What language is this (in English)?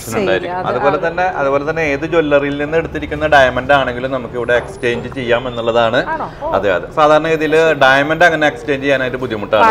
Malayalam